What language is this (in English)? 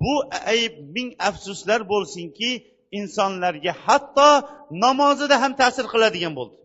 Uzbek